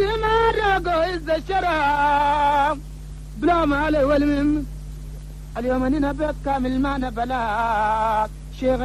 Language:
Chadian Arabic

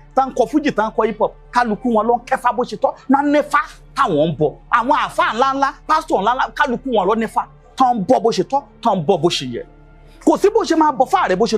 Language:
Yoruba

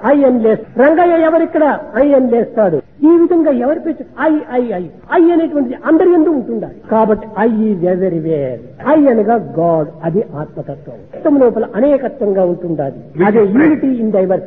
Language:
Telugu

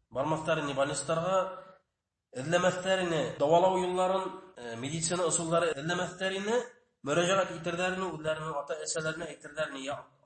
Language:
Bashkir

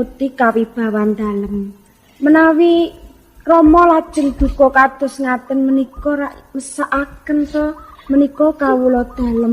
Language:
Javanese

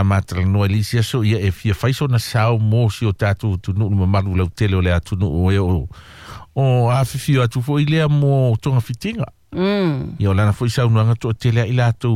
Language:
Samoan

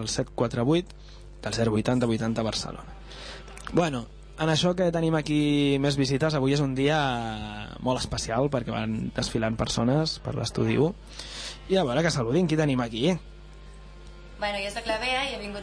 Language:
Catalan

